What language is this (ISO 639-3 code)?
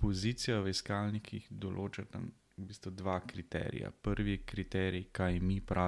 slv